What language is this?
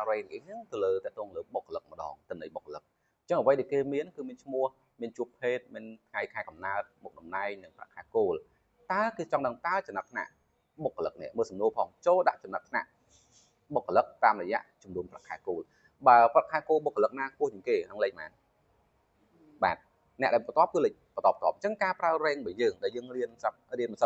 Khmer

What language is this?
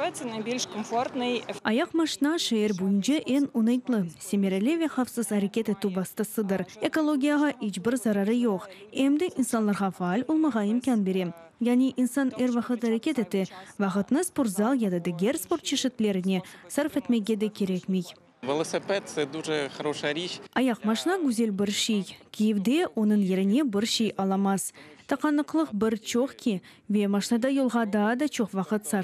Crimean Tatar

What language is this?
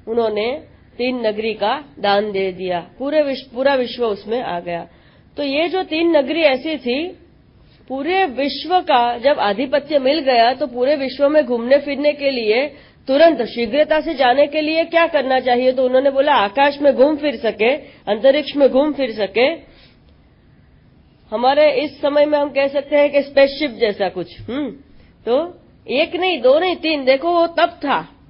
Hindi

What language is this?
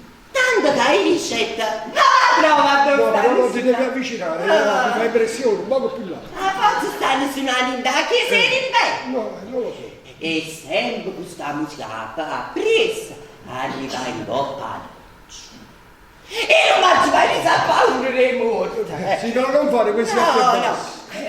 Neapolitan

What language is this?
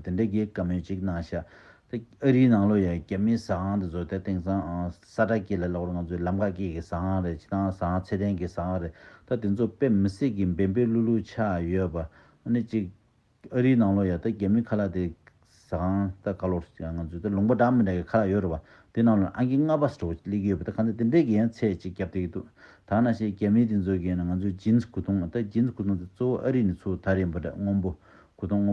Tibetan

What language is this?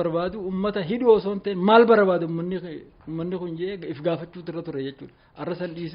Oromo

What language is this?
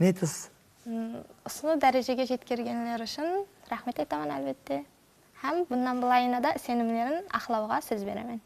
Kara-Kalpak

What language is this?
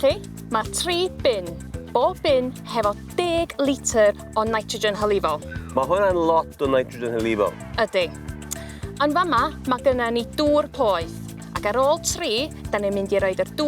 Welsh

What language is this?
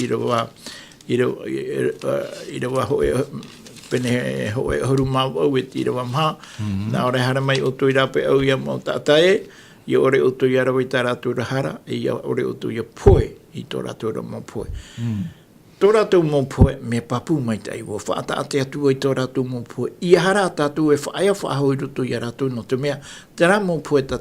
Tahitian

